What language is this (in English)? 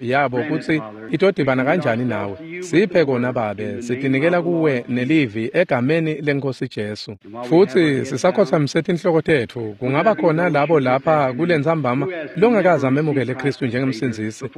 Swati